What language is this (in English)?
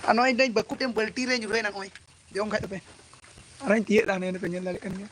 Santali